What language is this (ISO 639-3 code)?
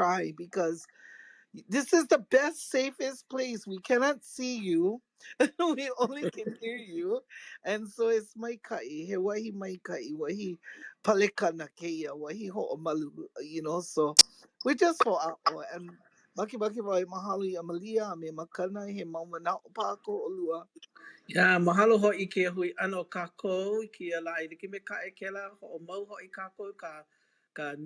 haw